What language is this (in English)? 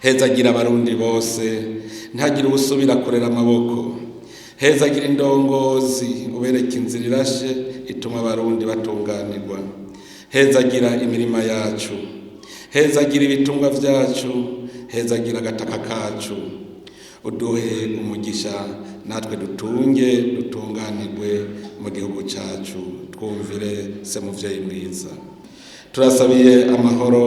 Rundi